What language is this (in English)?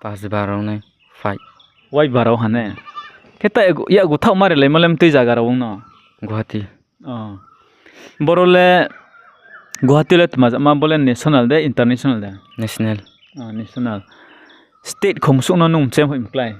Riang (India)